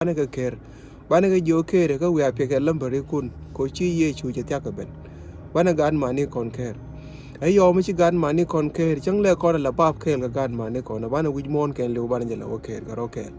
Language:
Nuer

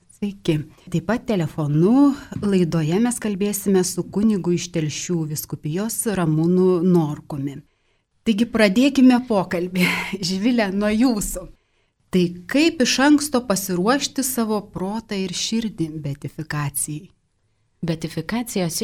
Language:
Lithuanian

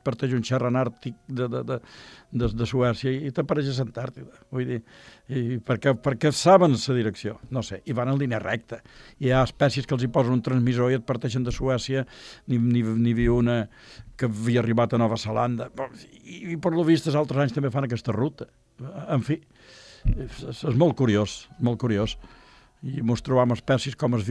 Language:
Catalan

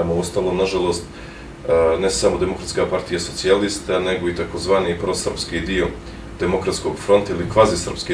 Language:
Bosnian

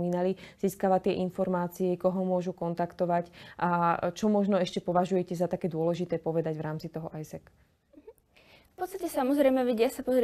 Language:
Slovak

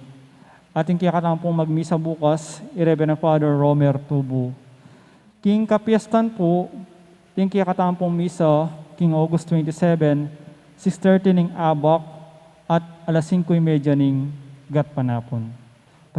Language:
Pampanga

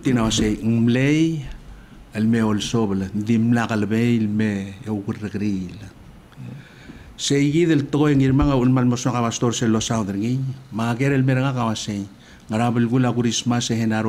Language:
Palauan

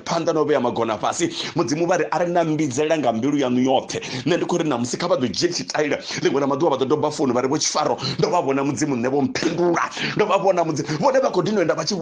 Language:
Venda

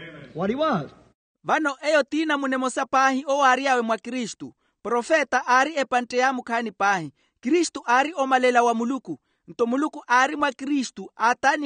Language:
Makhuwa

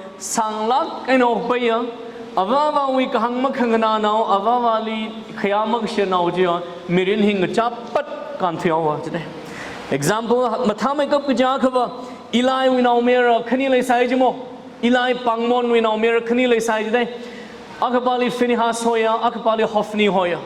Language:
Tangkhul Naga (India)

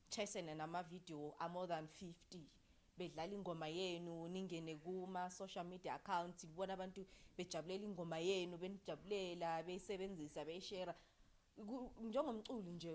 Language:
Zulu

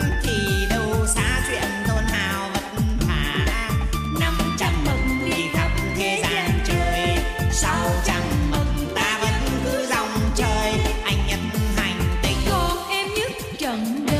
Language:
Vietnamese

